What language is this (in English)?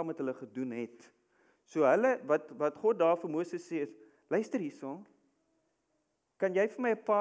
Afrikaans